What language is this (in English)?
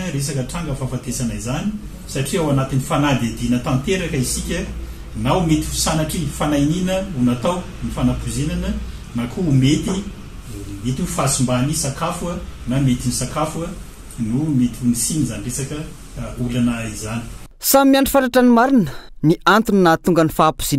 Malagasy